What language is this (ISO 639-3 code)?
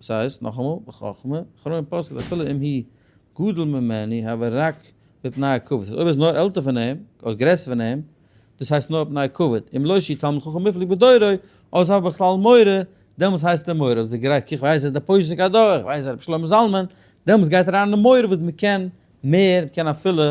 yid